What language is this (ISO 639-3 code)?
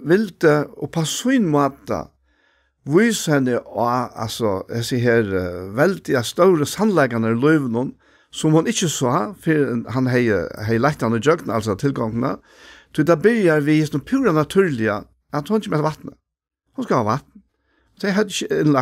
fao